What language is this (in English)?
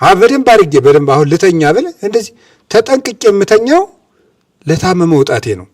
Amharic